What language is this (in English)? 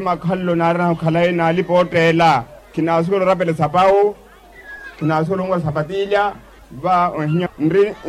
Makhuwa